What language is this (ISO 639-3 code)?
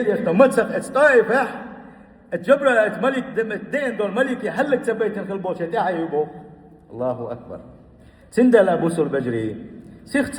che